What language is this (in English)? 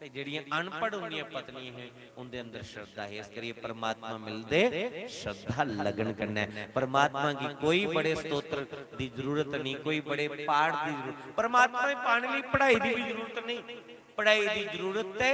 Dogri